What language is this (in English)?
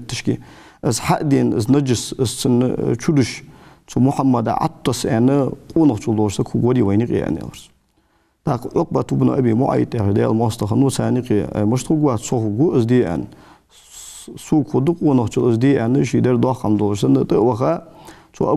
Ingush